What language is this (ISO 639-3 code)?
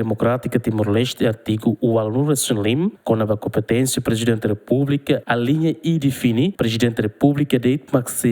tet